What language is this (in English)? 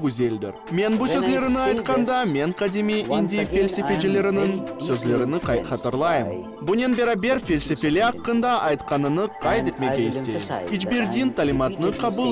Crimean Tatar